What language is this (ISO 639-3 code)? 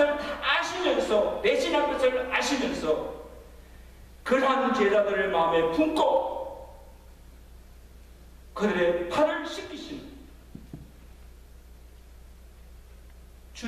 kor